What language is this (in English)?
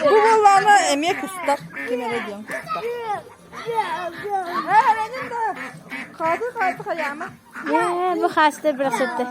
Yakut